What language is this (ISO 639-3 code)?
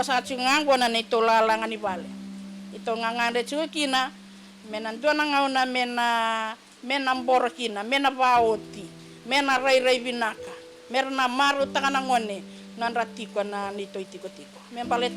fij